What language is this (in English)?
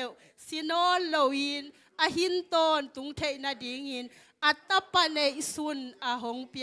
Tedim Chin